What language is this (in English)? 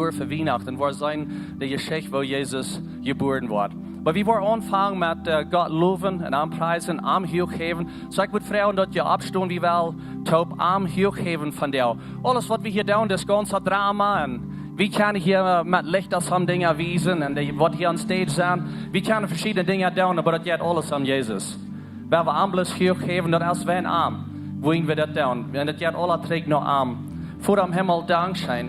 Plautdietsch